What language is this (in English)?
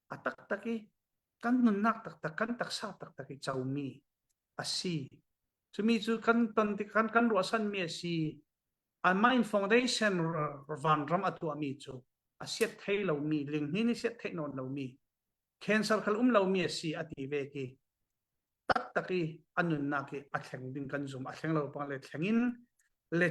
Falam Chin